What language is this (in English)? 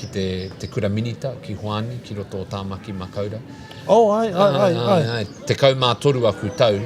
Māori